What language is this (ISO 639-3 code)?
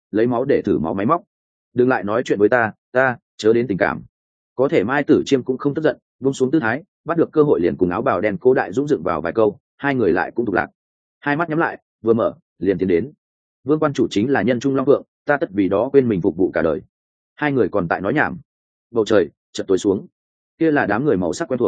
vie